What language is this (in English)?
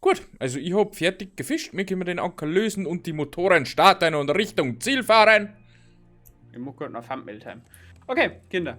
Bavarian